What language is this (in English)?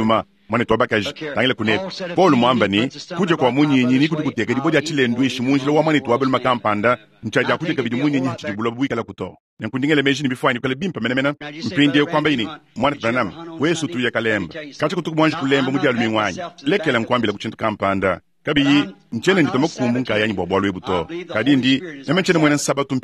Luba-Lulua